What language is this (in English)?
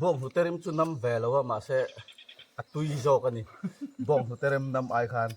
Mizo